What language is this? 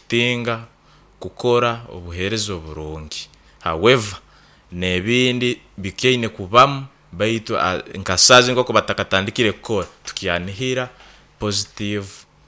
Nyoro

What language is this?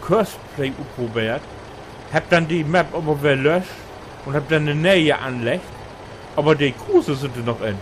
Low German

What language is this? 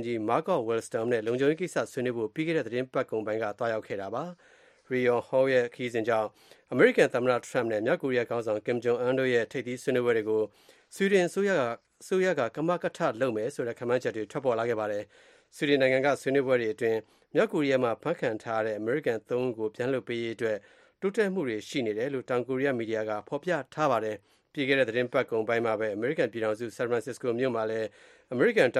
Burmese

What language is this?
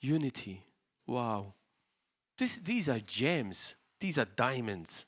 English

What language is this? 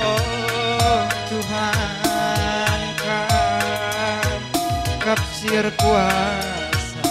Batak Karo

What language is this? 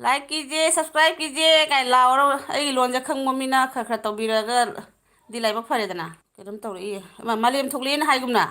Manipuri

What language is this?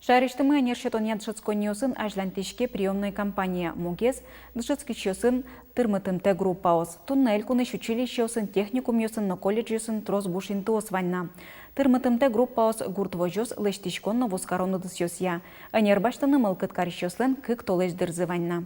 Udmurt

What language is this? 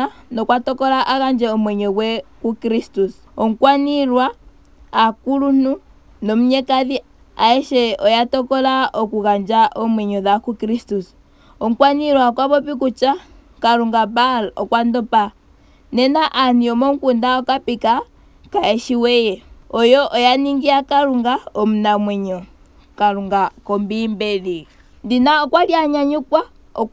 Ndonga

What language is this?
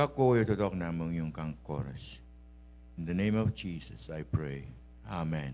Pohnpeian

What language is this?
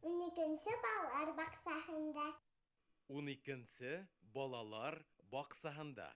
Bashkir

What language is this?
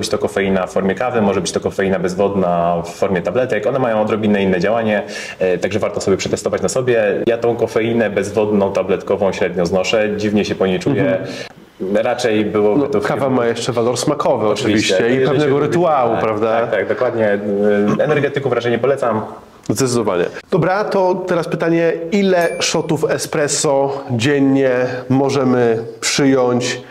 Polish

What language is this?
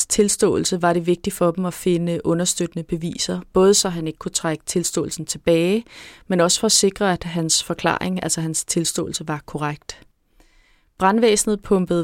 Danish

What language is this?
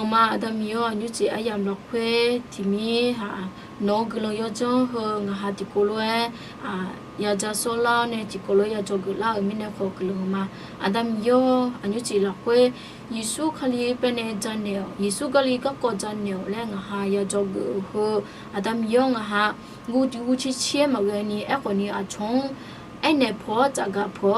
Akha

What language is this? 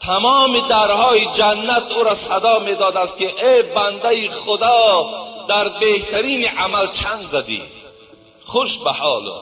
Tajik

